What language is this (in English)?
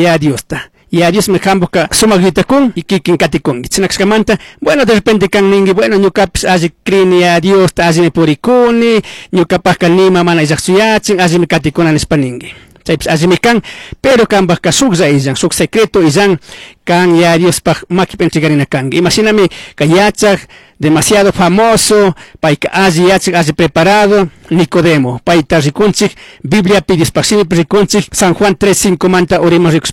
Chimborazo Highland Quichua